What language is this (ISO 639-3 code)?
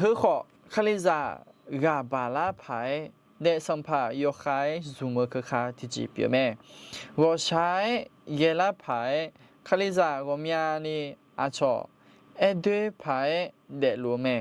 ahk